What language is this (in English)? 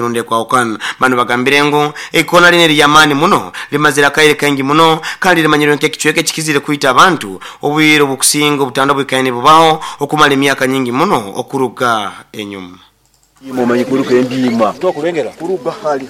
Nyoro